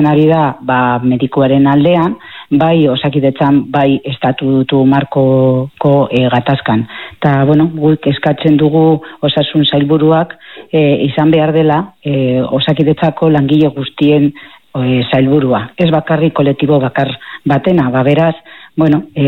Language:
Basque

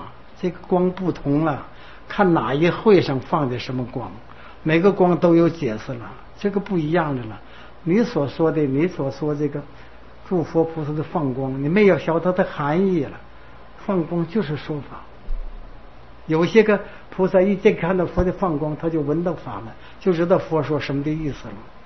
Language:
Chinese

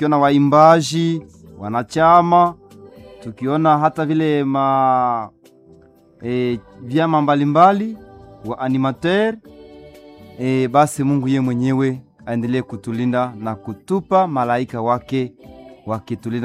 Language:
Swahili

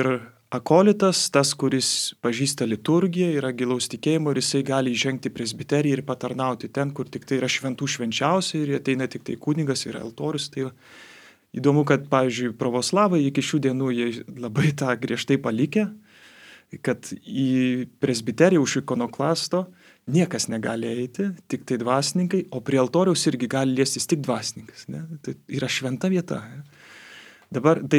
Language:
Lithuanian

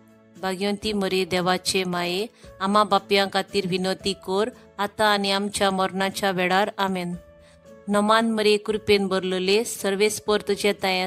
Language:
Konkani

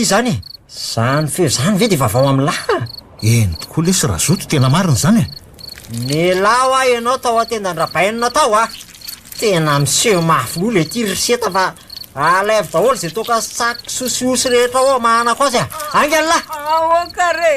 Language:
Malagasy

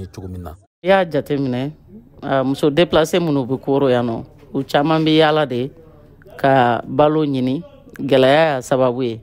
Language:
Bambara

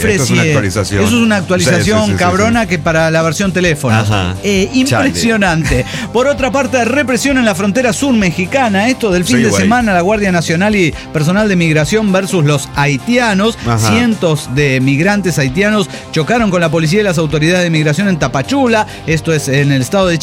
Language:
Spanish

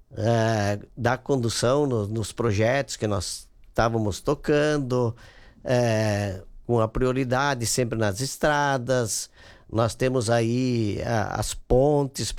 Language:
Portuguese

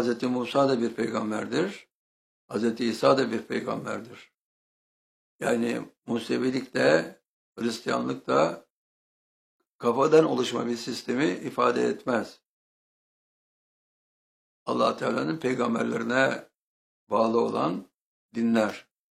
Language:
Turkish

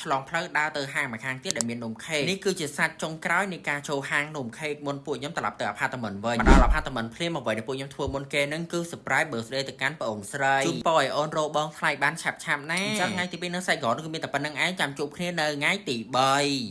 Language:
Khmer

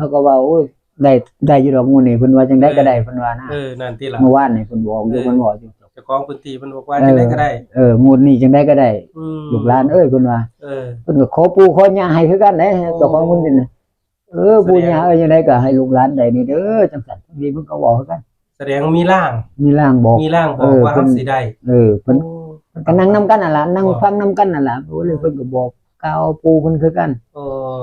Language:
Northeastern Thai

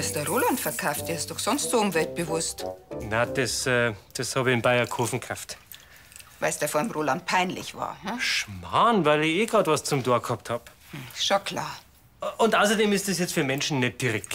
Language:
Bavarian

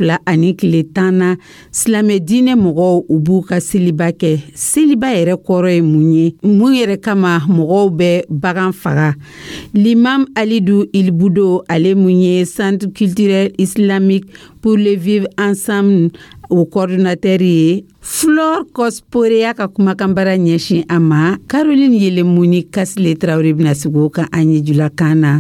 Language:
Dyula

